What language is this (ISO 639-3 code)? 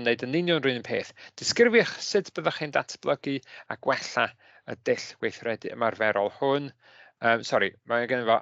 cym